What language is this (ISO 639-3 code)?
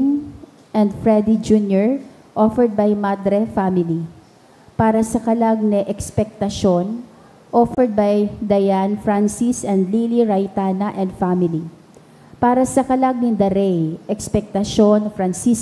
bik